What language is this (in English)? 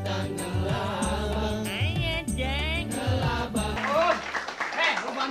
Betawi